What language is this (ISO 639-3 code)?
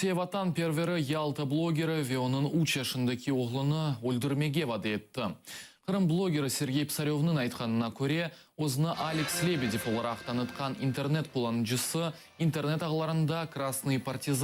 crh